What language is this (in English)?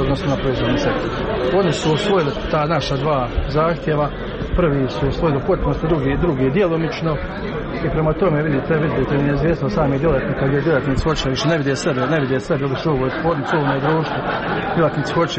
Croatian